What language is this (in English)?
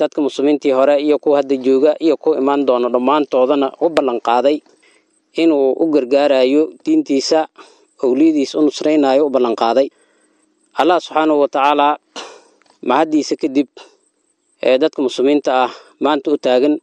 Somali